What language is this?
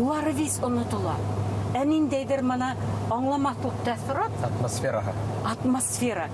Bashkir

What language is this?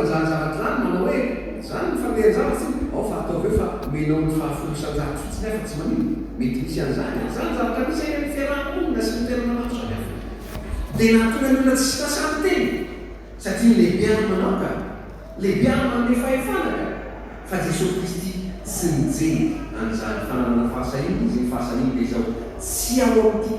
Malagasy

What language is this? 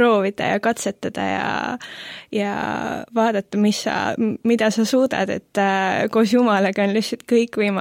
Estonian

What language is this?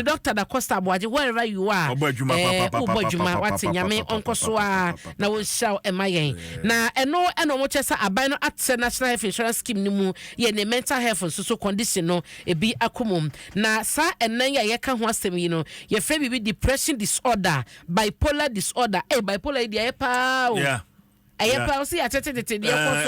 Akan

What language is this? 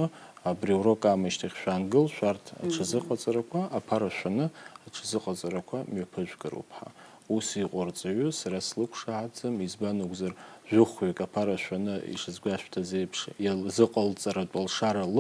Abkhazian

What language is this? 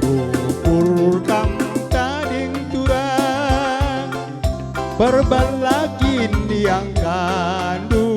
Batak Karo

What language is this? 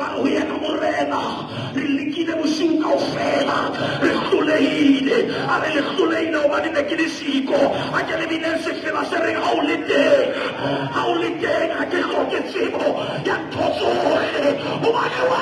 Southern Sotho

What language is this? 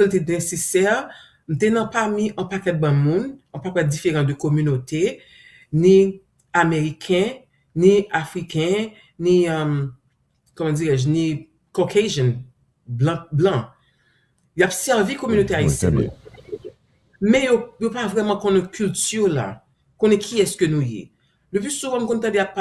Haitian Creole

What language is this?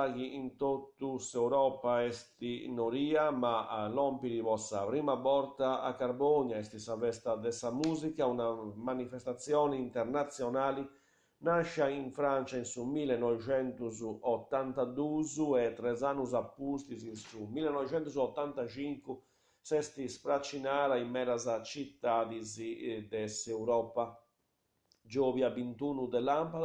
Sardinian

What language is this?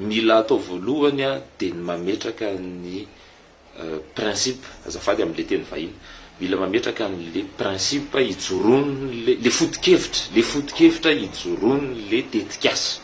Malagasy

